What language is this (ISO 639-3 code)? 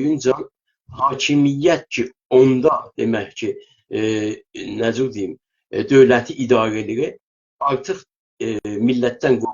azb